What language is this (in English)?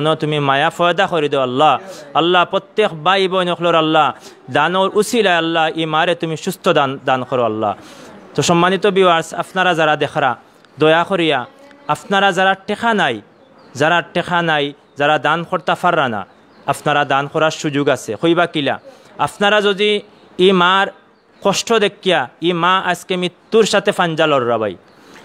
Sylheti